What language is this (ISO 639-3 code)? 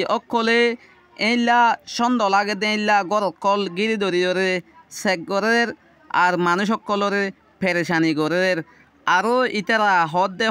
rhg